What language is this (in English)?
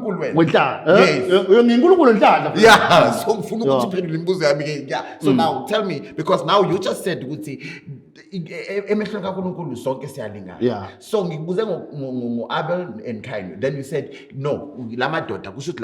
Zulu